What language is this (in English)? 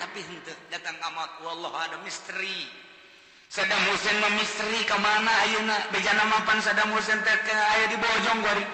Sundanese